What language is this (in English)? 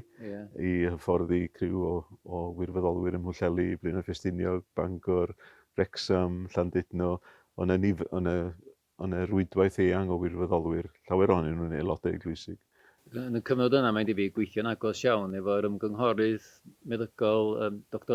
Welsh